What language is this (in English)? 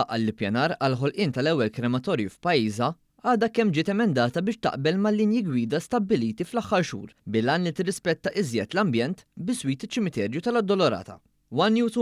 Maltese